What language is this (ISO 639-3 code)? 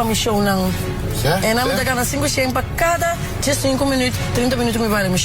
pap